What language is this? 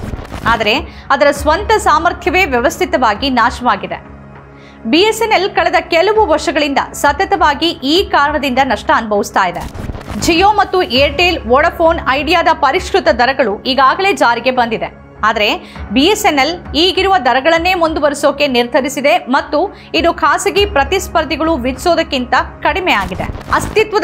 Kannada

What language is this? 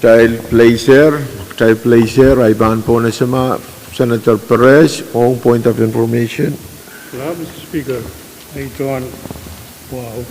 Pohnpeian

